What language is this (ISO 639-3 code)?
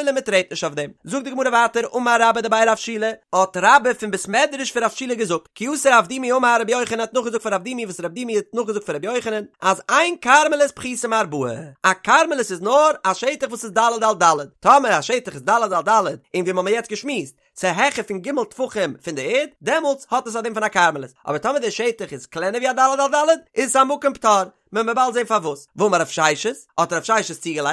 yid